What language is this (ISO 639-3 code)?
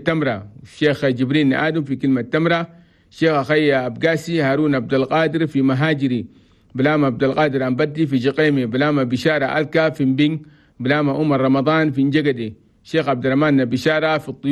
shu